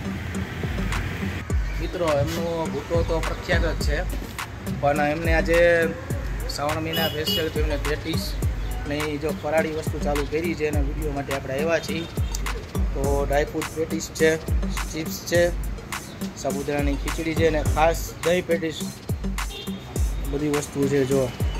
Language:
Gujarati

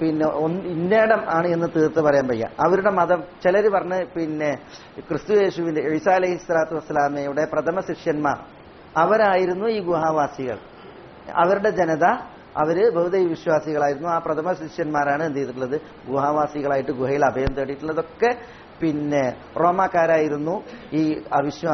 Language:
Malayalam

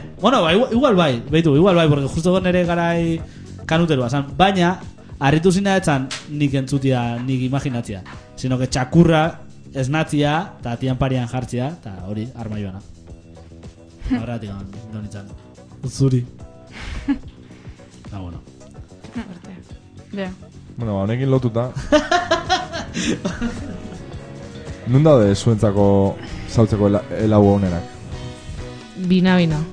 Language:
Basque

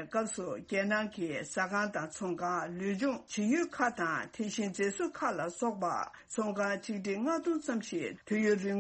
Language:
Tibetan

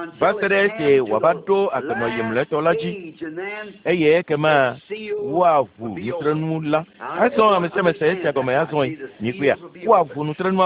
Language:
Ewe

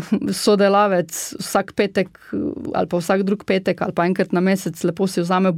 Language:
Slovenian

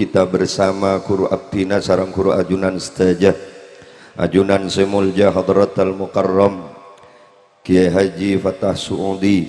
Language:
Madurese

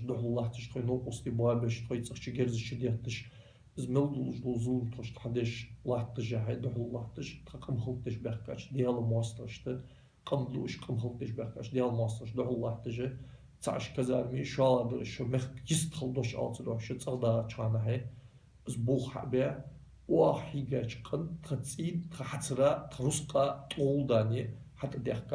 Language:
Ingush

